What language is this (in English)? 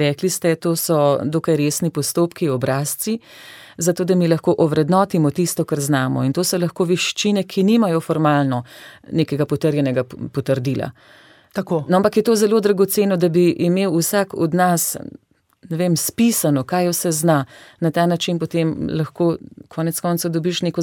Slovenian